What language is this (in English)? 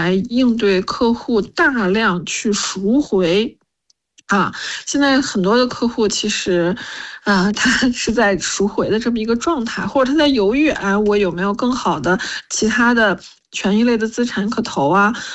Chinese